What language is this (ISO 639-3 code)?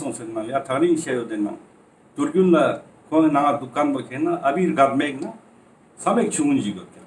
lbj